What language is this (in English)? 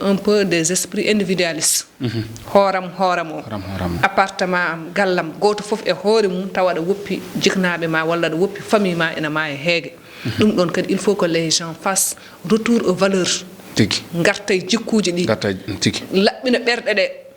Fula